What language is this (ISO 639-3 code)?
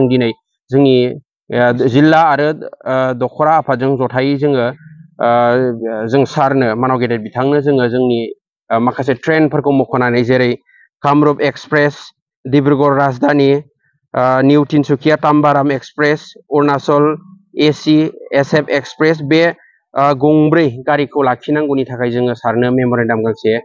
brx